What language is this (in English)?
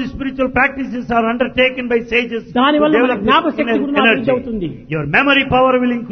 Telugu